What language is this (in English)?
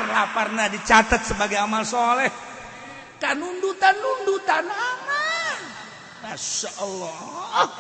Sundanese